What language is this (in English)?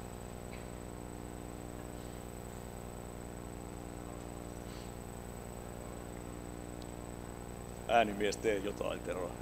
Finnish